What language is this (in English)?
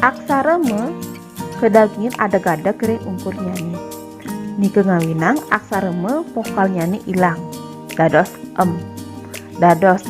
Balinese